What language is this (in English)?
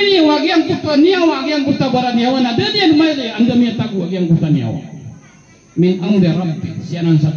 Maranao